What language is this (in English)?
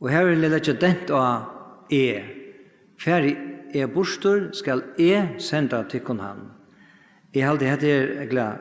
Faroese